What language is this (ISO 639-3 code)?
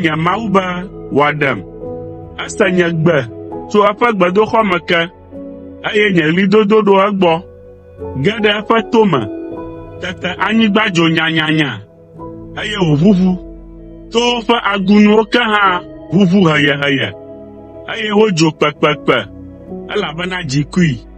ewe